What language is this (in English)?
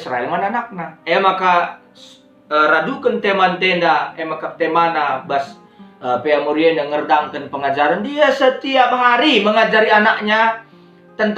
Batak Karo